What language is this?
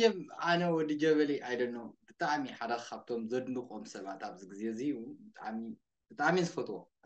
Tigrinya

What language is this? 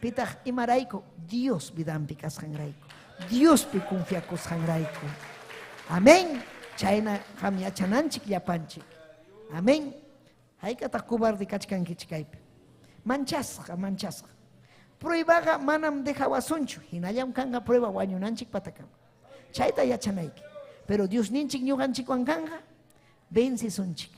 Ayacucho Quechua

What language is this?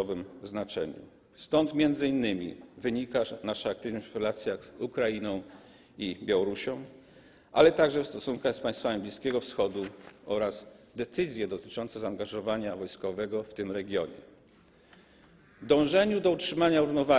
Polish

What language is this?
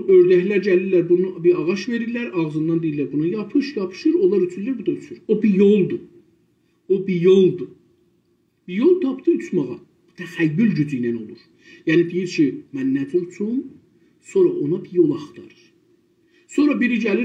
South Azerbaijani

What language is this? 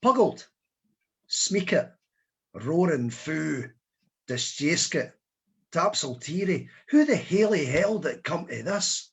Scots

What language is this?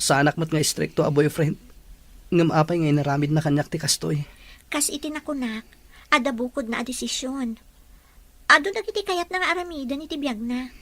Iloko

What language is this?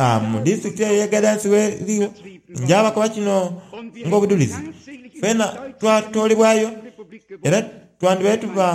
Soga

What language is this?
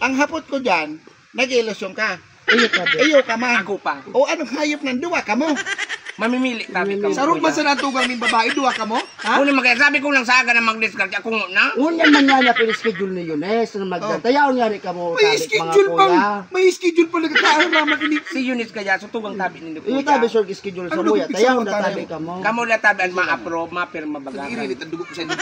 Bikol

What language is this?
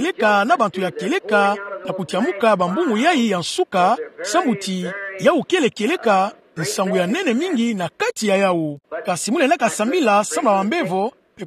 Kituba (Democratic Republic of Congo)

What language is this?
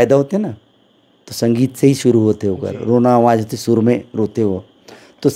Chhattisgarhi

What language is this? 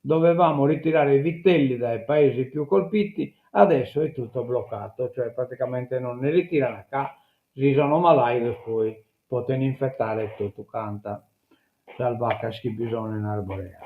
Sardinian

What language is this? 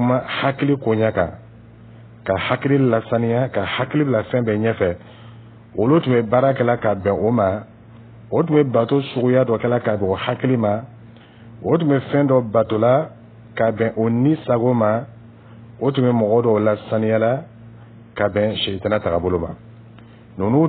Dyula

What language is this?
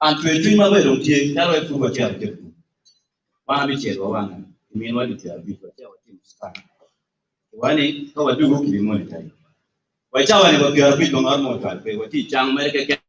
Acoli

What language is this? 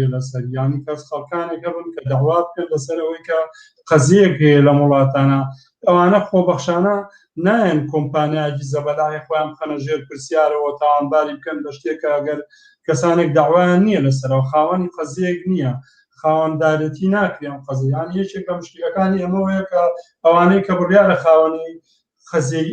Central Kurdish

